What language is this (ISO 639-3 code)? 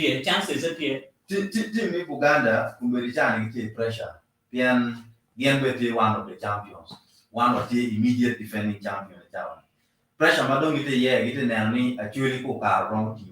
ach